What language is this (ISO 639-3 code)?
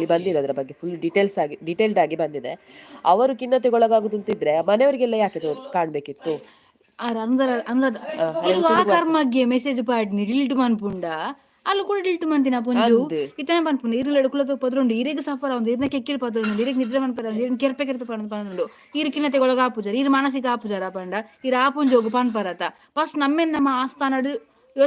tcy